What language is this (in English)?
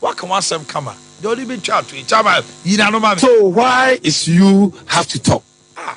Akan